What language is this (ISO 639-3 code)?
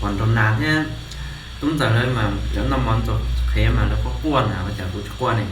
hmn